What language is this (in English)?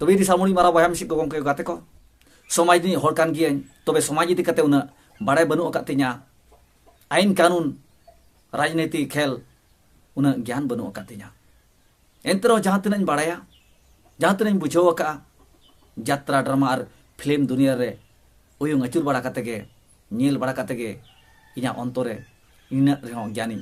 Santali